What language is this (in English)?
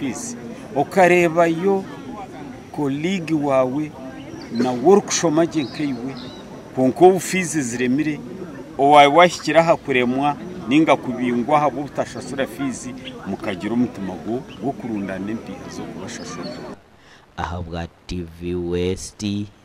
Nyankole